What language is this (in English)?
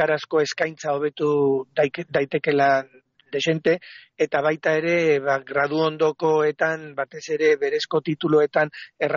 Basque